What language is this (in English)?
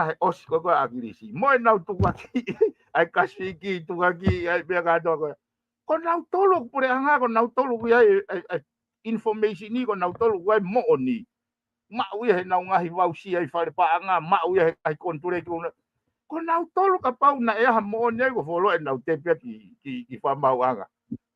Tongan